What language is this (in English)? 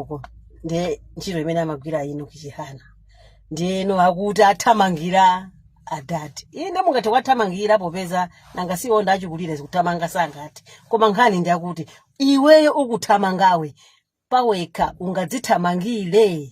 Nyanja